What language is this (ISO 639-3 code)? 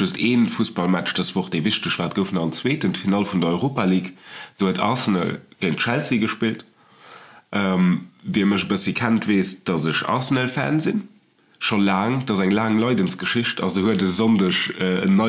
ltz